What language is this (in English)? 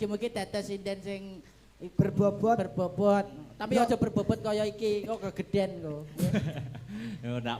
Javanese